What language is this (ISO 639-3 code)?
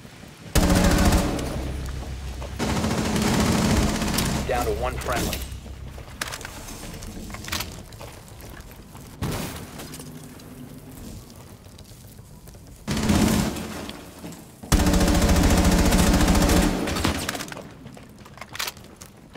eng